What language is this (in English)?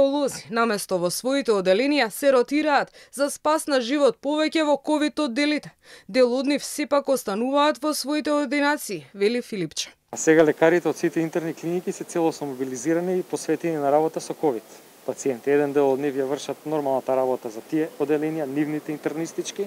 Macedonian